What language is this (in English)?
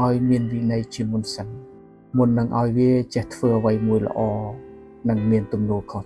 Khmer